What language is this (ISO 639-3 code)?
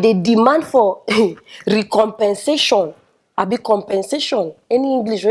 pcm